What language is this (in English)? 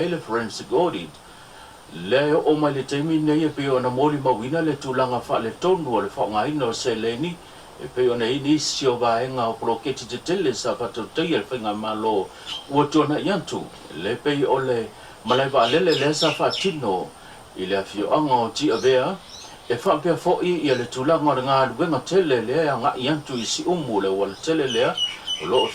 Samoan